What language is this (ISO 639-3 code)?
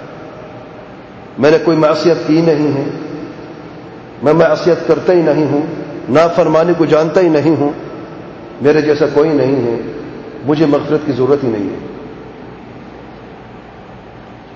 urd